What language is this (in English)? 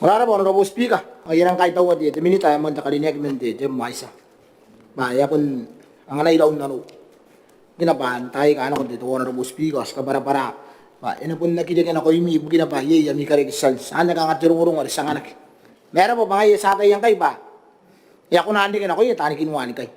Gilbertese